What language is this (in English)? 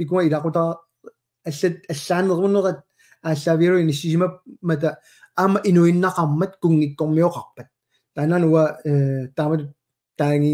Kalaallisut